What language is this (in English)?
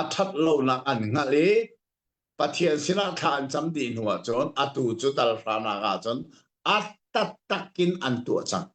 Hakha Chin